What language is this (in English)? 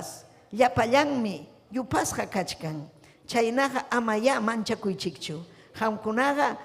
Ayacucho Quechua